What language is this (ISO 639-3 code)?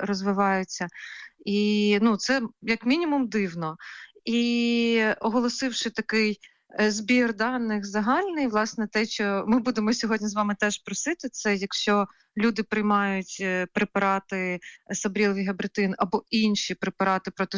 ukr